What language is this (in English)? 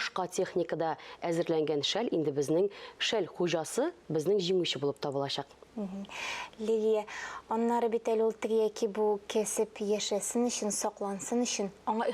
Tatar